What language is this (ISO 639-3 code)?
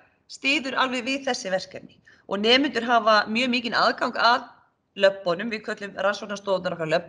isl